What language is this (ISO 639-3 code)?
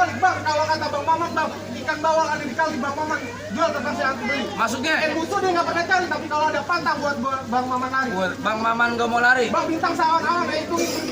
bew